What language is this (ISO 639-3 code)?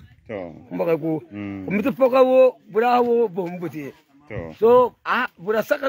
gur